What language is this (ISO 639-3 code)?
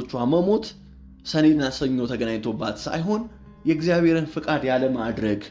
amh